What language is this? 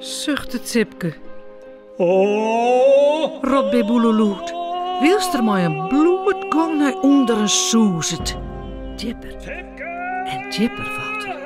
Western Frisian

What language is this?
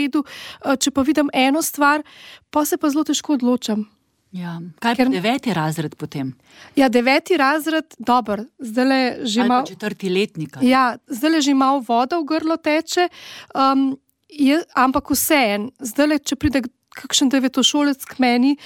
Slovenian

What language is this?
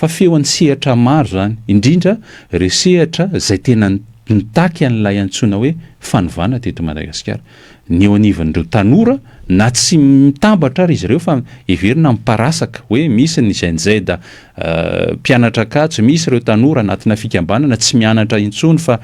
Malagasy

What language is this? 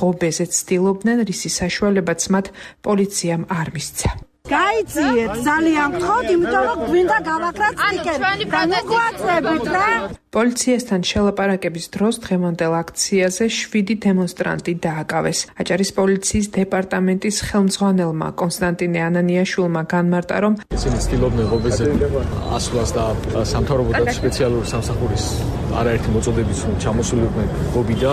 Georgian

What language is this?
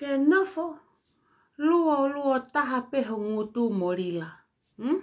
Tongan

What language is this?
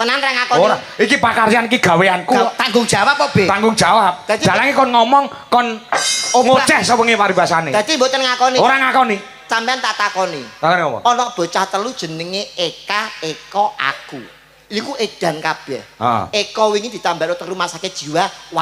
Javanese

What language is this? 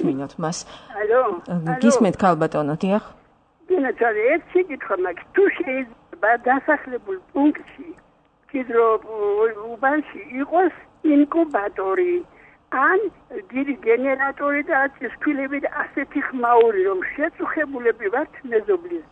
Georgian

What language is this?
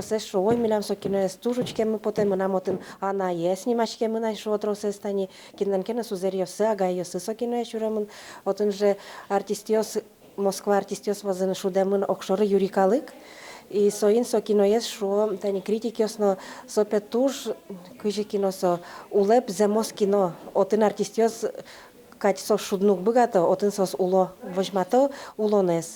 Udmurt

